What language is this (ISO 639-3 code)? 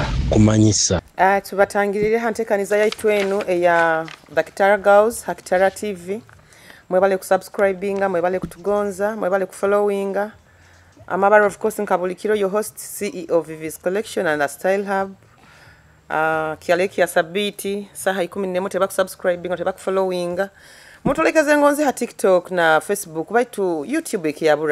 nyo